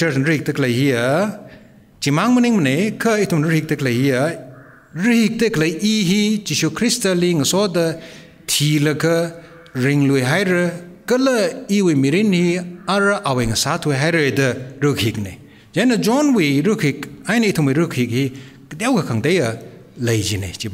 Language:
Tangkhul Naga (India)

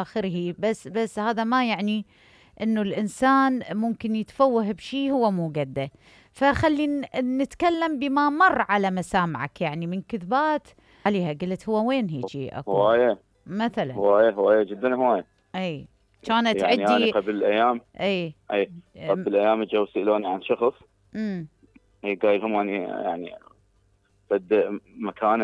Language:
Mesopotamian Arabic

